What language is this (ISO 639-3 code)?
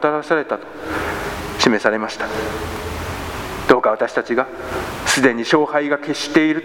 jpn